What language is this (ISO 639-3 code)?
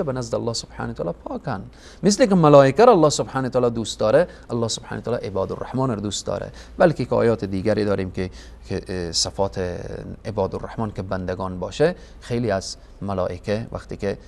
fas